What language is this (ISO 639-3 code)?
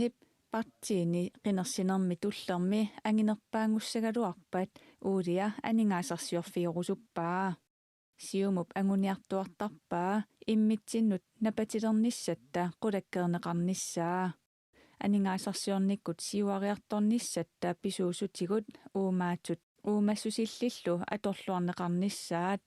kal